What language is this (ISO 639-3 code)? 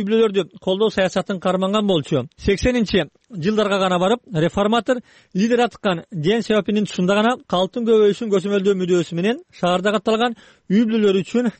kir